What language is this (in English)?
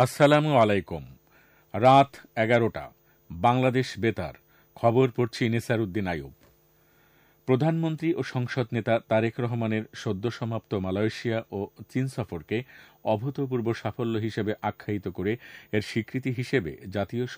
Bangla